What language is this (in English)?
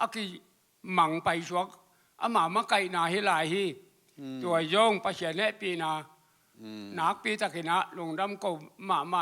Tedim Chin